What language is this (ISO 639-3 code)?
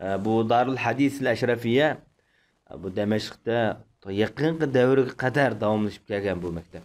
uig